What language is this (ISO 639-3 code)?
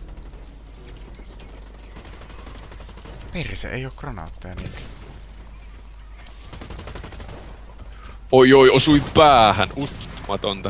fin